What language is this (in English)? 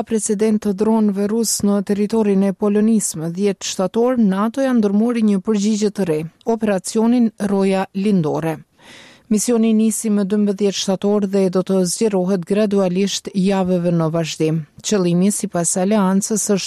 Albanian